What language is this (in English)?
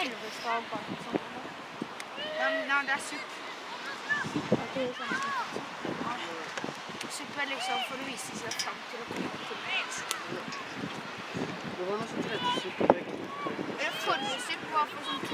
Norwegian